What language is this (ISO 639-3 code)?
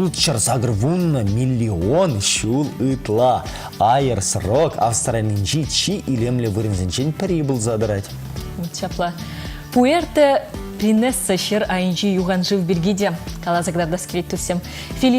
chv